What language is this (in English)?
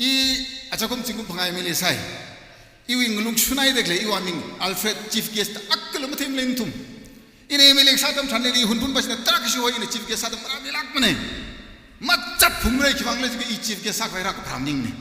Tangkhul Naga (India)